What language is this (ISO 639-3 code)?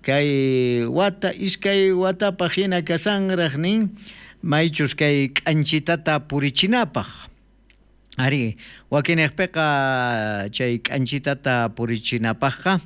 quh